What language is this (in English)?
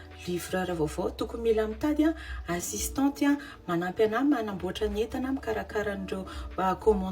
Malagasy